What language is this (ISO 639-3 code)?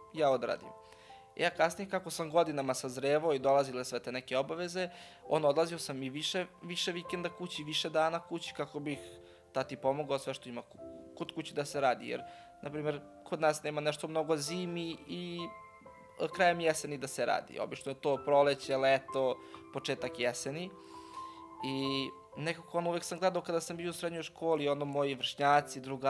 srp